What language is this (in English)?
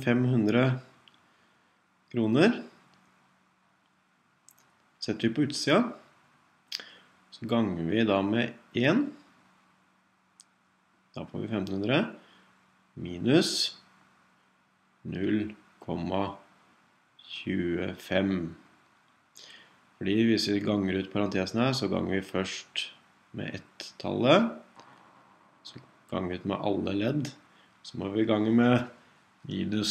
Norwegian